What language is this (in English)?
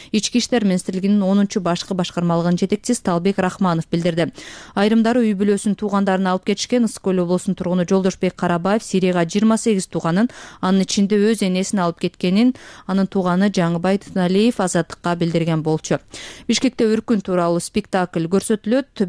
Kyrgyz